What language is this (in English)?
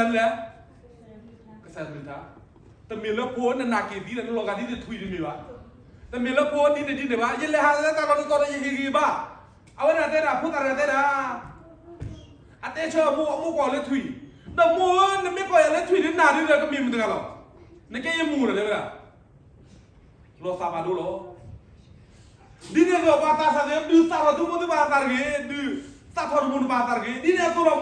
S'gaw Karen